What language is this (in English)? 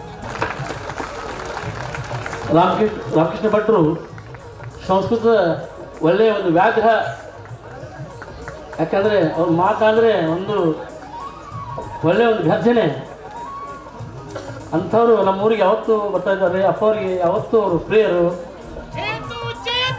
Kannada